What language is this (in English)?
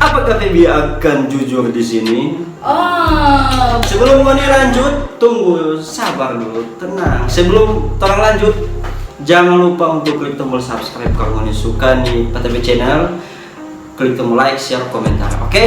Manado Malay